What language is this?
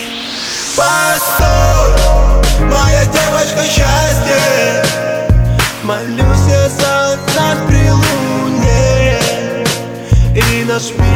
Russian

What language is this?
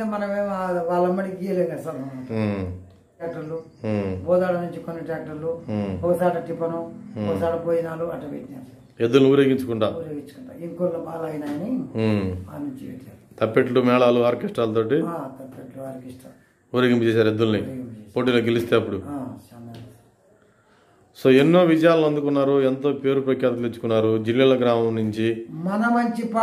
Telugu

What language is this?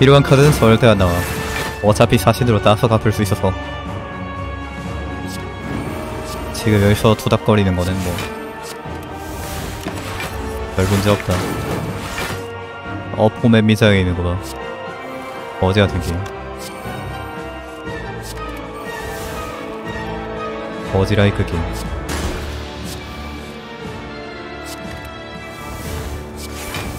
Korean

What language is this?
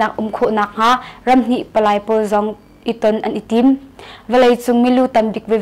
Hakha Chin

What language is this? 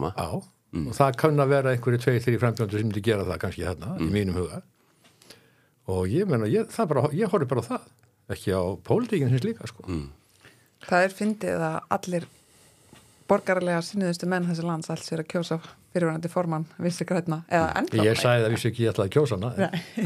Icelandic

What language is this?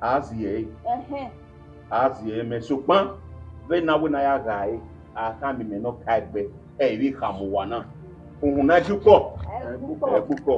Bini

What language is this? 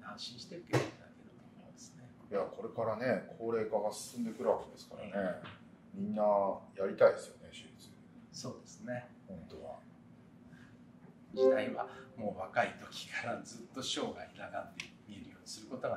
Japanese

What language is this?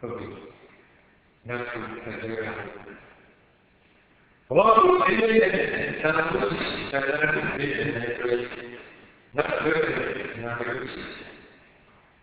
Burmese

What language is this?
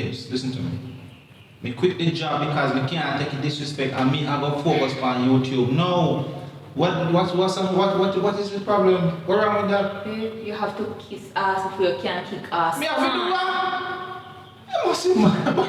Jamaican Creole English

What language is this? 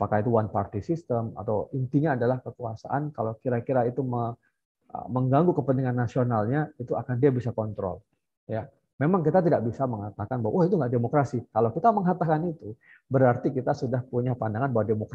Indonesian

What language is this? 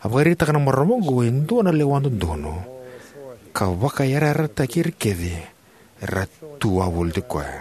Fijian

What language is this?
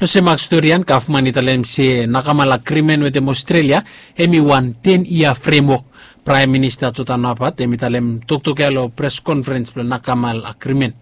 Bislama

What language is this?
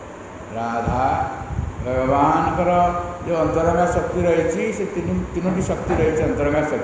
Odia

